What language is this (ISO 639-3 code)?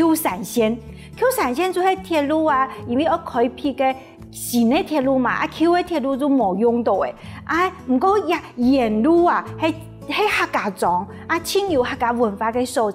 hak